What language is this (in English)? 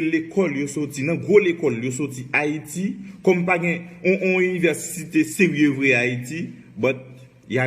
Haitian Creole